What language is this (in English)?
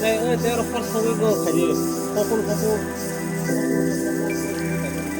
Kok Borok